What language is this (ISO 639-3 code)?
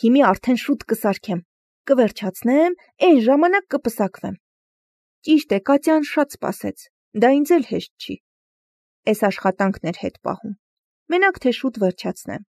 hye